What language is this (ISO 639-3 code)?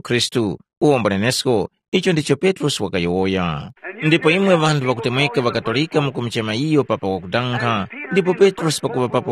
tum